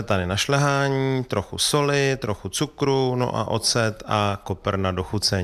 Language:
Czech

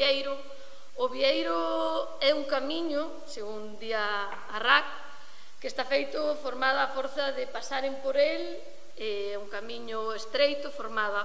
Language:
Galician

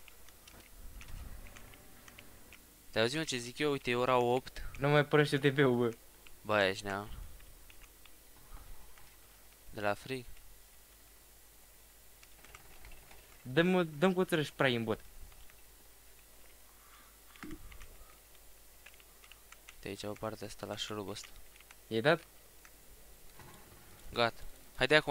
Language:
Romanian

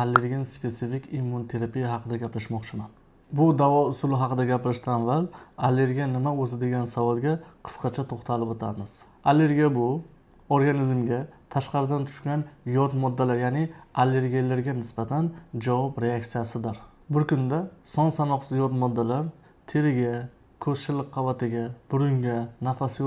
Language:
Uzbek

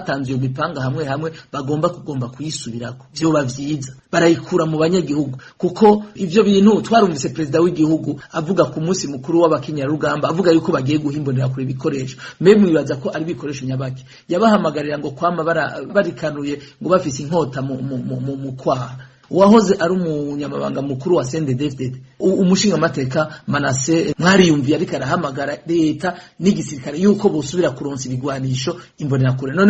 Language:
Rundi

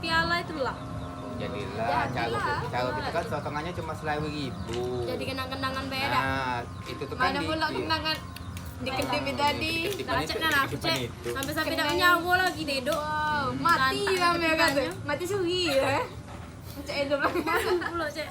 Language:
Musi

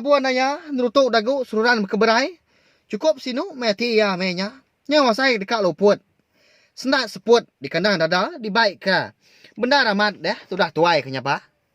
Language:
Iban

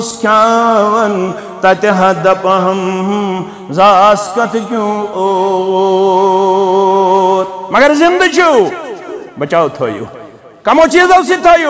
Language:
Kashmiri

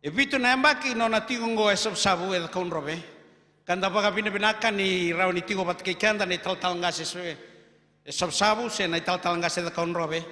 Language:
Fijian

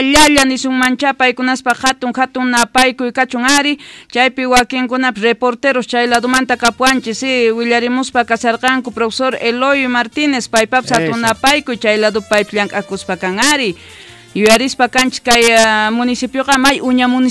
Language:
South Bolivian Quechua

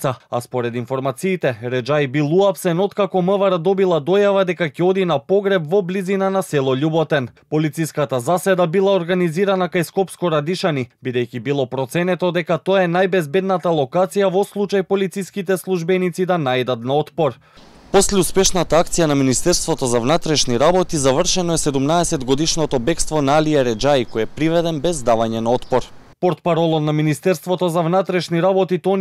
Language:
Macedonian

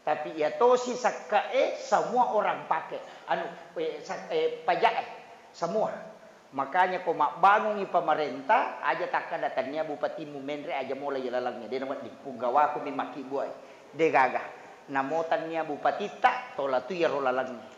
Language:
Buginese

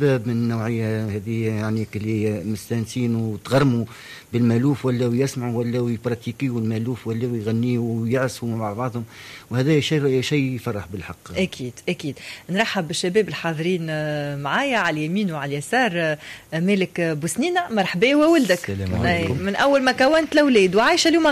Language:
Tunisian Arabic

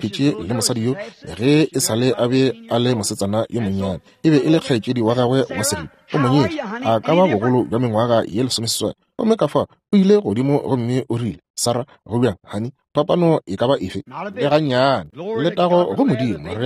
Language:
Northern Sotho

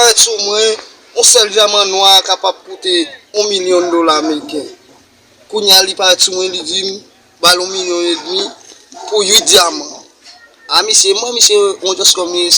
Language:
Haitian Creole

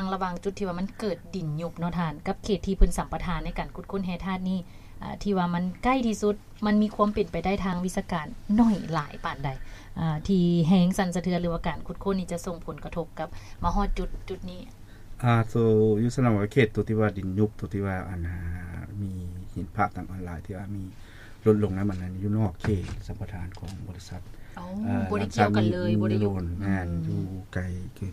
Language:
Lao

